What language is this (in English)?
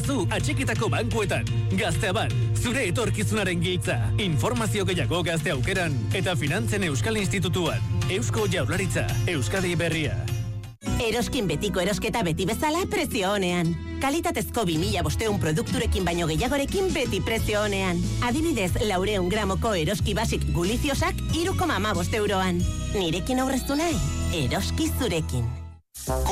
Basque